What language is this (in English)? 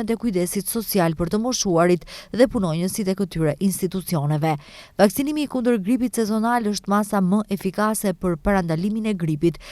Albanian